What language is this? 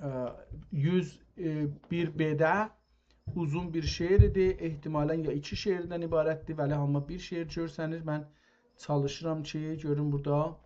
South Azerbaijani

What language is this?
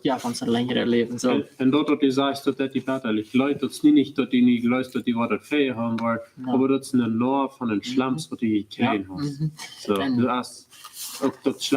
Plautdietsch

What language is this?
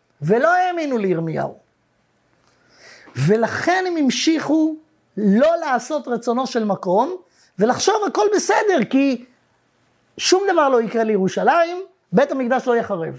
Hebrew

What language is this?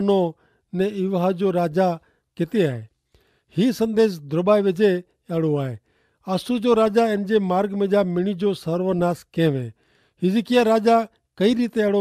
Kachhi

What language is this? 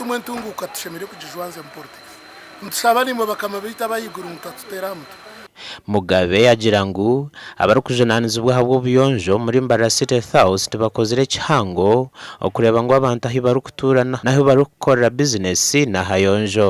Nyankole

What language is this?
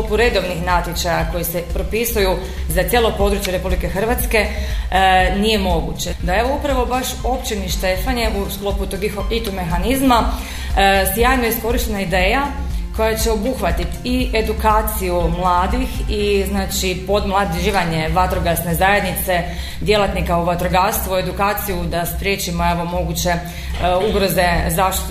Croatian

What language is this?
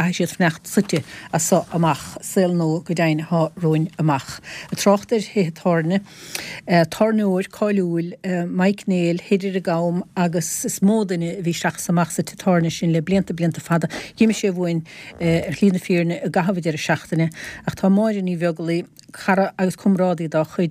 Irish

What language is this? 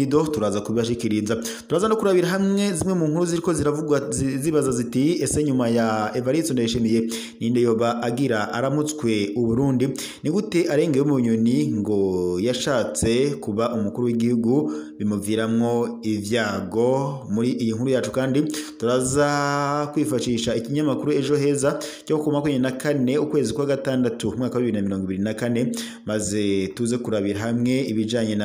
Rundi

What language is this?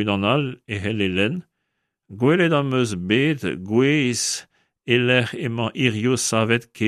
Breton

